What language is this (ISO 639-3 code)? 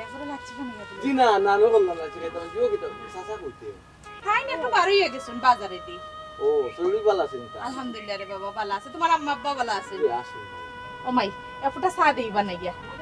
syl